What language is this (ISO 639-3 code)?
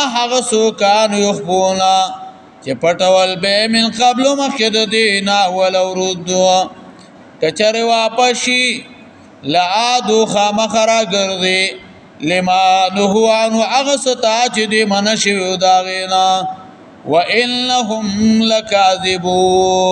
pus